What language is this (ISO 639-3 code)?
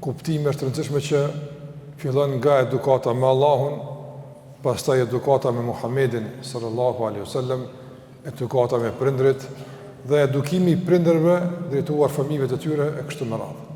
sqi